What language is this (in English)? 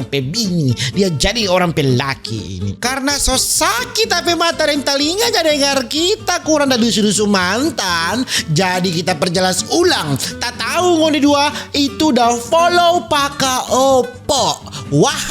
Manado Malay